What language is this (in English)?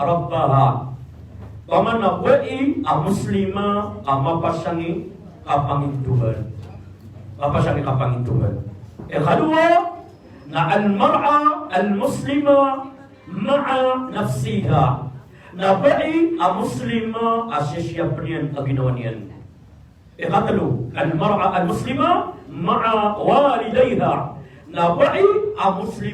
Maranao